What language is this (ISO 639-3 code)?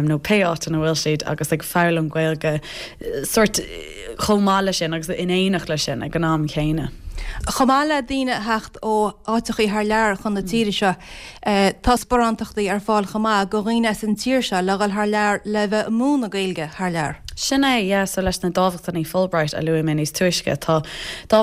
gle